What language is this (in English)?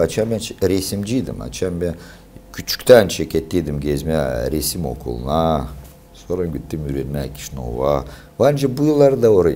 Gagauz